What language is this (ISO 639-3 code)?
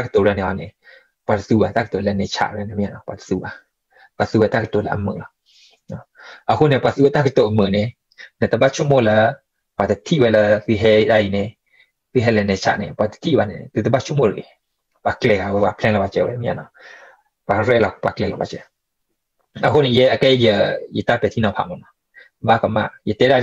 ksw